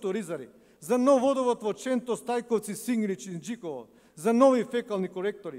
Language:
Macedonian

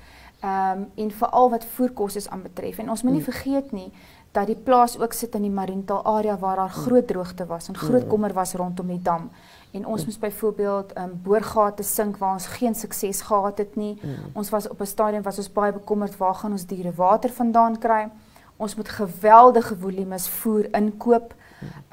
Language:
Afrikaans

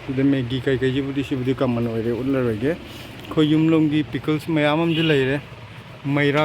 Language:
Manipuri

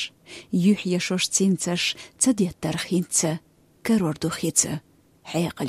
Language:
Chechen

